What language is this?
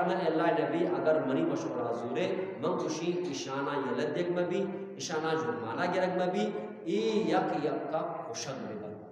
Eastern Balochi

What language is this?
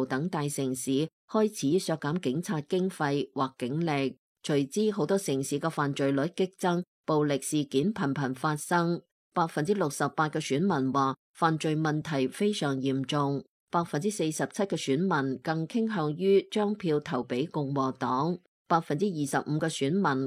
Cantonese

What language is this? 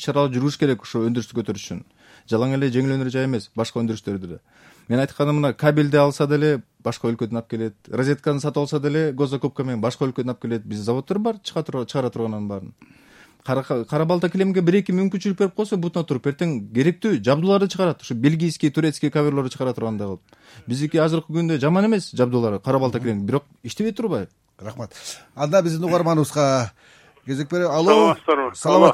Kyrgyz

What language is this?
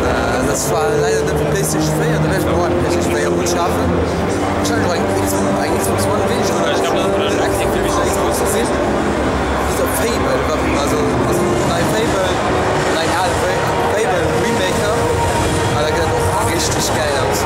Luxembourgish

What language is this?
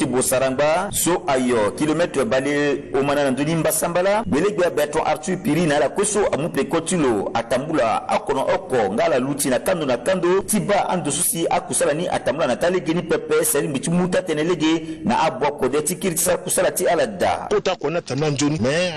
Sango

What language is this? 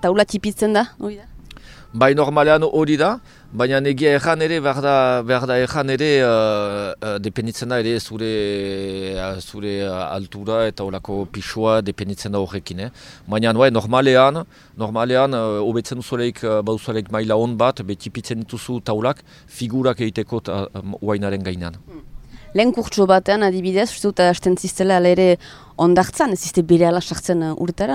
Basque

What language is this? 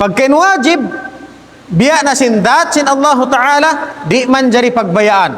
Tausug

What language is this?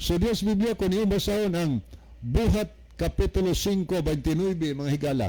Cebuano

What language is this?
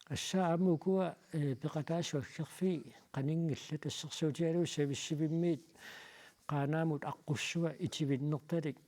Kalaallisut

